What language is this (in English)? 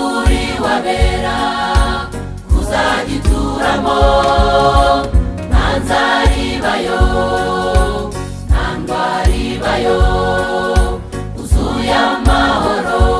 Kinyarwanda